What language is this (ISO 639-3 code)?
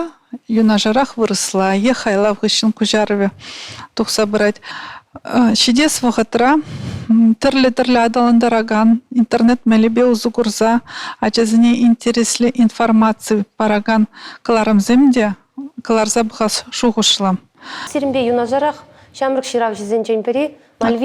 chv